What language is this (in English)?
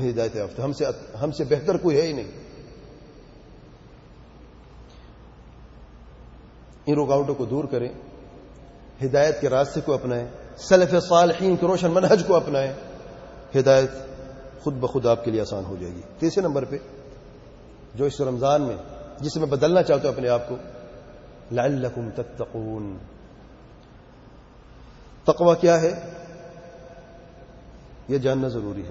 Urdu